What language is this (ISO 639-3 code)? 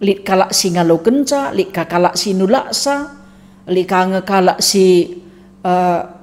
btx